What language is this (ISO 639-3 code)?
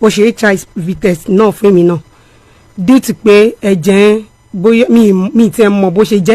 yor